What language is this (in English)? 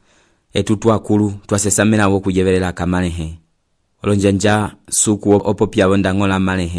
Umbundu